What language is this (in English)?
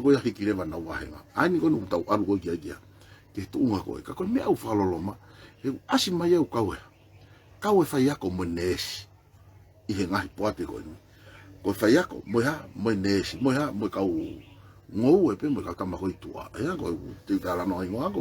Tongan